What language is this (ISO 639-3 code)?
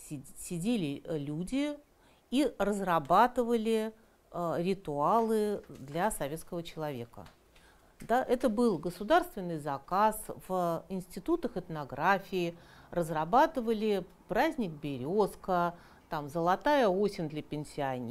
rus